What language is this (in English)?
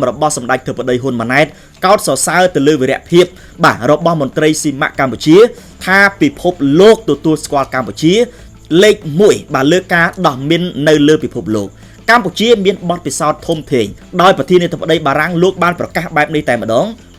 Khmer